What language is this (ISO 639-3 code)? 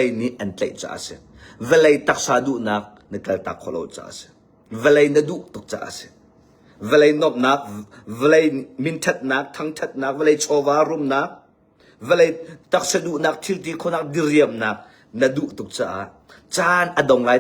cnh